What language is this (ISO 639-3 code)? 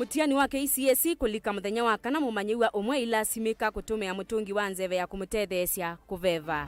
kam